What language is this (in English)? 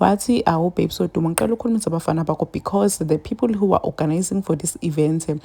Zulu